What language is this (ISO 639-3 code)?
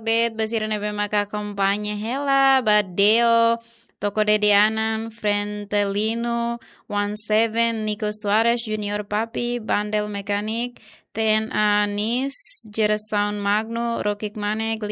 tet